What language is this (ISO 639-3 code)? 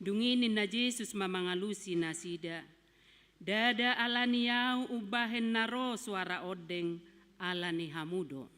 bbc